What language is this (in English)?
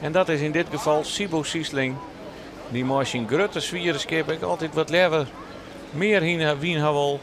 Western Frisian